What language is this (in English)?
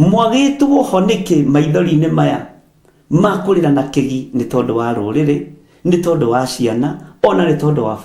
Kikuyu